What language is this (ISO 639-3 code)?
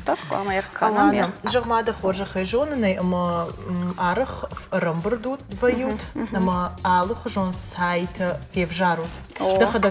oss